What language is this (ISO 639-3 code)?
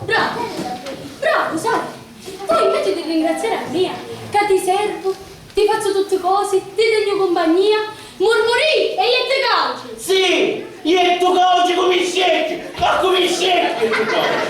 scn